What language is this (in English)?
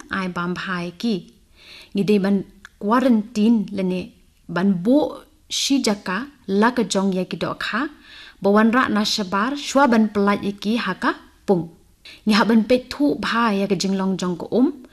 Khasi